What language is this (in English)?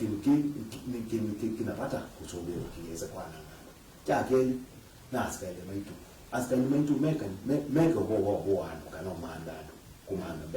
Kamba